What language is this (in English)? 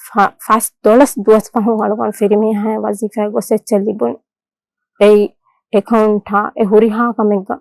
Divehi